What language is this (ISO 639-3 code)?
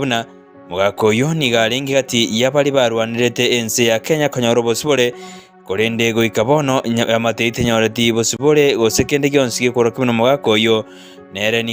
guz